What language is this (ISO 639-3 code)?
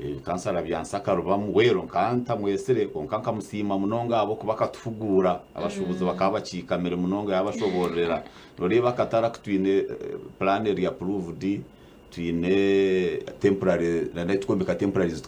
nyn